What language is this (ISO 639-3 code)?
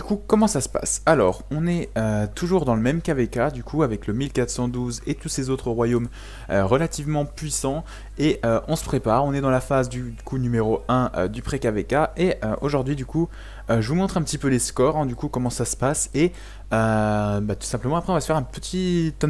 fra